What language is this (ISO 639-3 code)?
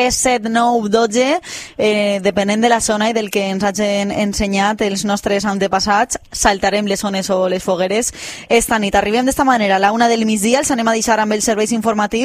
cat